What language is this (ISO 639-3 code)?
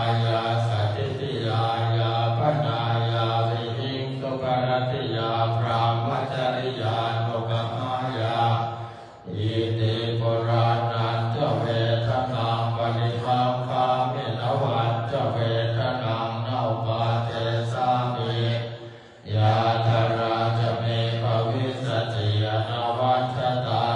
pli